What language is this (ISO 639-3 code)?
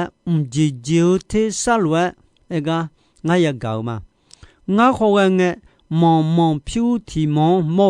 ahk